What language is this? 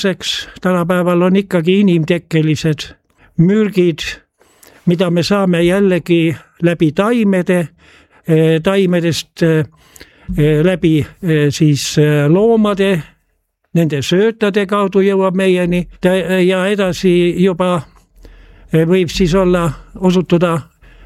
Estonian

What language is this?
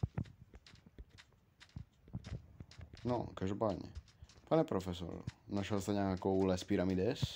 Czech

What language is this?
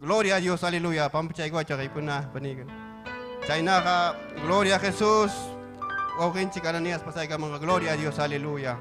Ayacucho Quechua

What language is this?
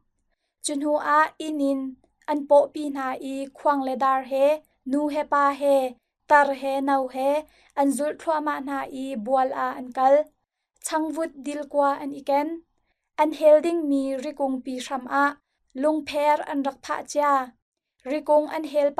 Hakha Chin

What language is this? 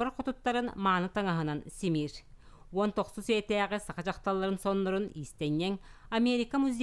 Yakut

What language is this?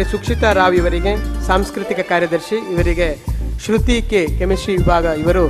Kannada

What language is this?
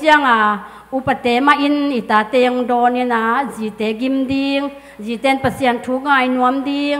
Tedim Chin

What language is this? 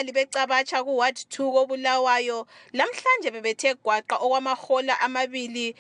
North Ndebele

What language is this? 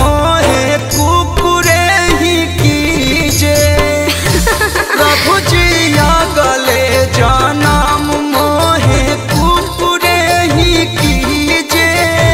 Bhojpuri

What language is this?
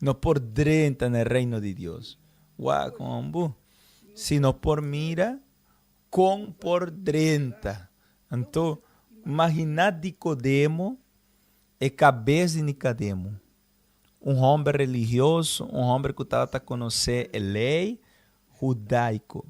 Papiamento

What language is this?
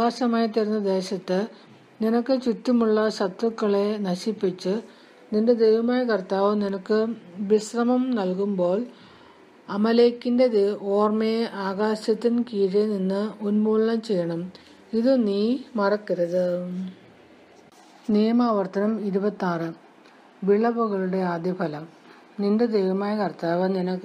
Malayalam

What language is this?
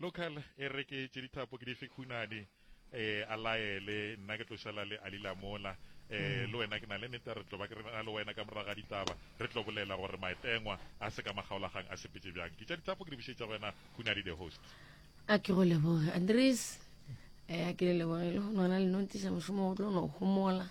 Northern Sotho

